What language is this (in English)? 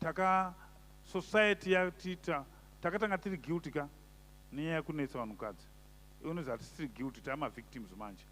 Shona